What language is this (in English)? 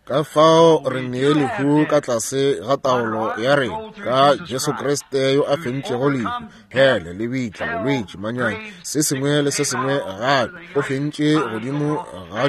Northern Sotho